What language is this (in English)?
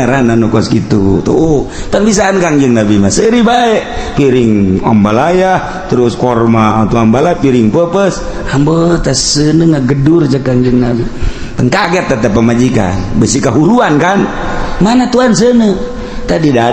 Sundanese